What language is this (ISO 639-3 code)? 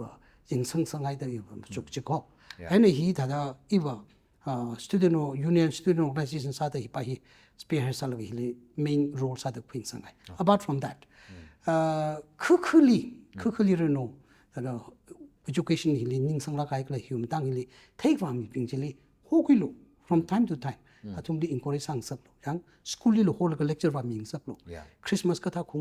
nmf